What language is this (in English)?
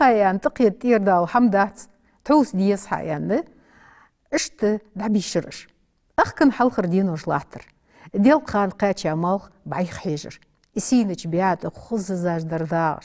Ingush